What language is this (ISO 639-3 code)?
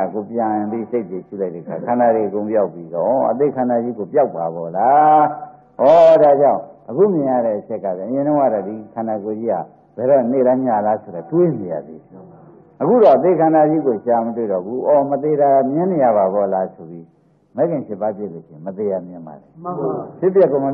mya